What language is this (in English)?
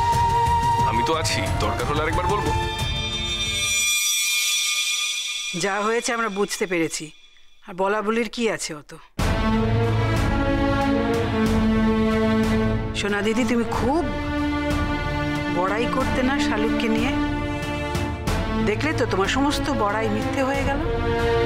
Bangla